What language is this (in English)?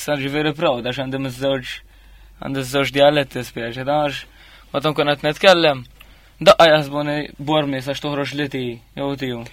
Maltese